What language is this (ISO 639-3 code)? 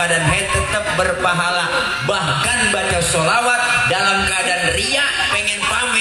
bew